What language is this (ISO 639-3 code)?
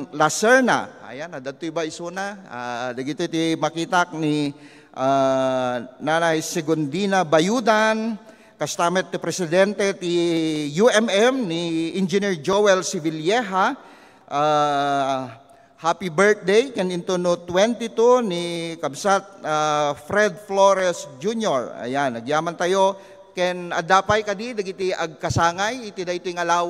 ilo